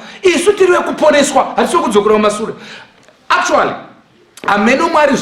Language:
Shona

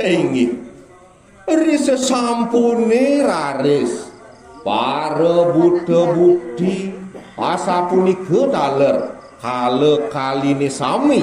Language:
Balinese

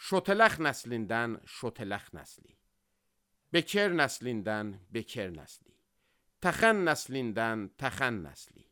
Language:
Azerbaijani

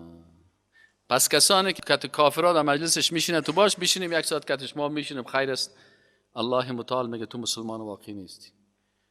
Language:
Persian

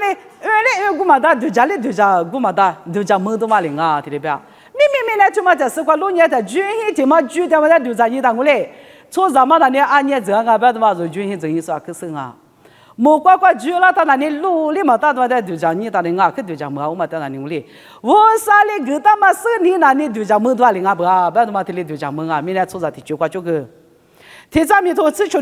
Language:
Lisu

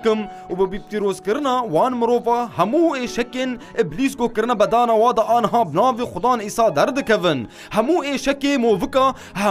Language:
Kurdish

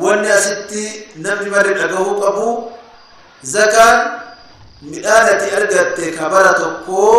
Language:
Oromo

